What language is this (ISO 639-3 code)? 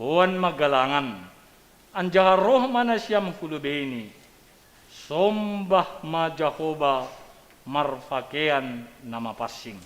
bts